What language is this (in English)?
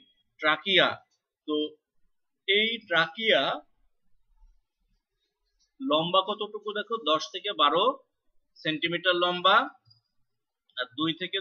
Bangla